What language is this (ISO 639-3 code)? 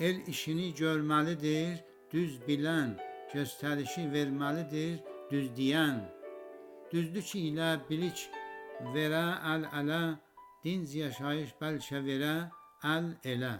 azb